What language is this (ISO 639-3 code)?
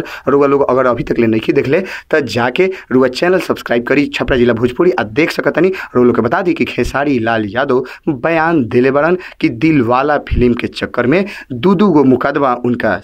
bho